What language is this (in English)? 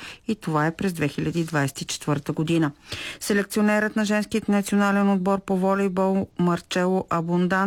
Bulgarian